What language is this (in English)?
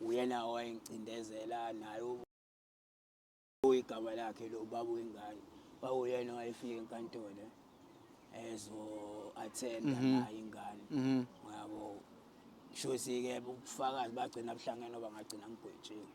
Zulu